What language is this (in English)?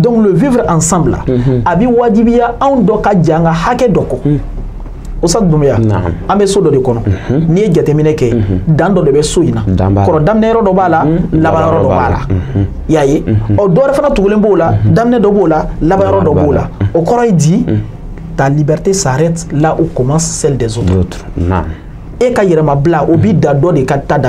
Bambara